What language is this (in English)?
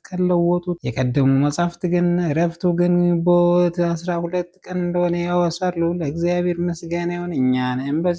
Amharic